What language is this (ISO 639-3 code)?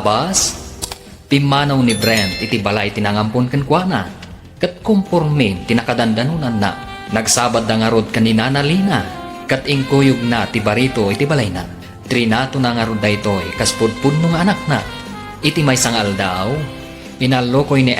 ilo